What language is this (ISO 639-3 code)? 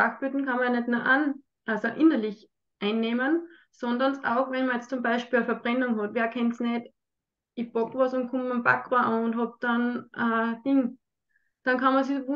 deu